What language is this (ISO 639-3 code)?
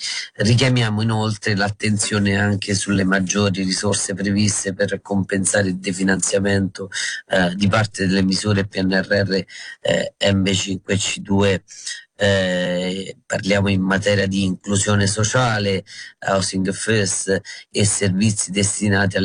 ita